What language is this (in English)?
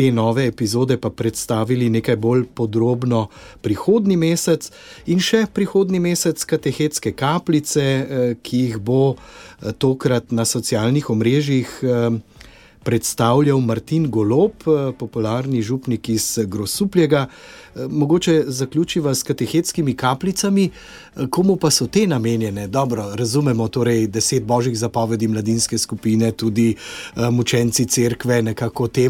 Slovenian